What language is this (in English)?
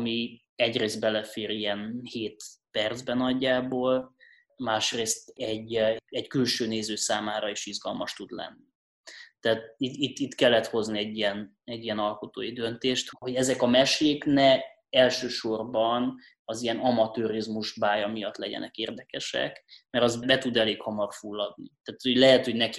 Hungarian